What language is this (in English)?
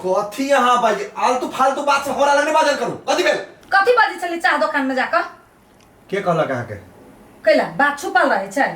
Maithili